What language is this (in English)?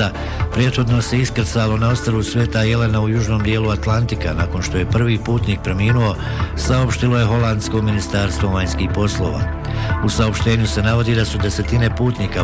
Bosnian